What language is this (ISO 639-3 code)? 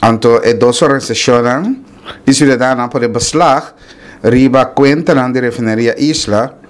pap